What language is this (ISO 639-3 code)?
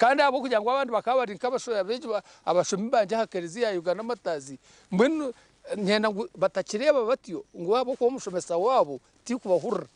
nyn